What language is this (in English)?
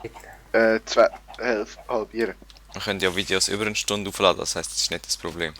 Swiss German